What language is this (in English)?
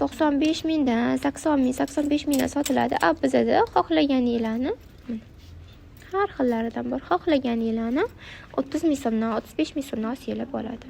Uzbek